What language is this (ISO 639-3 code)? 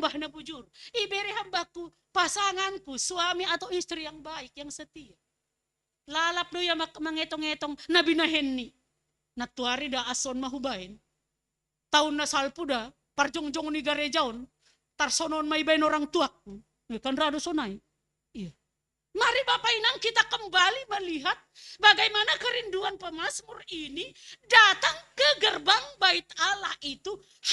bts